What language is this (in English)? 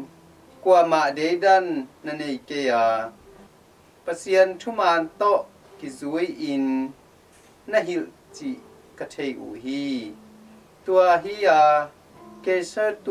Tedim Chin